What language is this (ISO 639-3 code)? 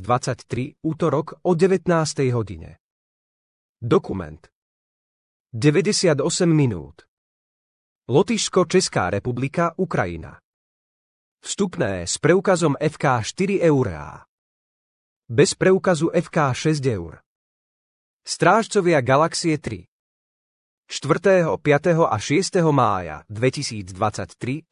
slk